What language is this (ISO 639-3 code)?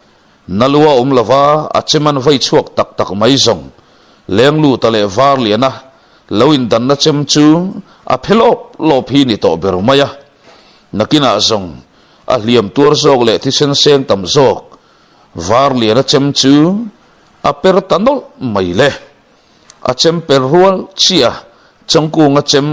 lus